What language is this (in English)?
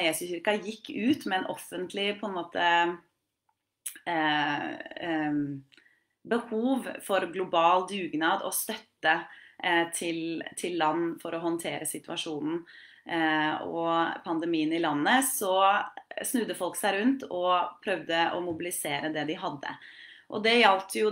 Norwegian